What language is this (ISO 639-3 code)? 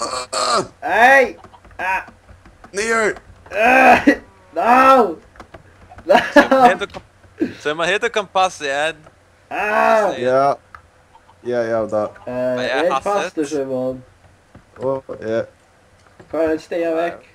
fao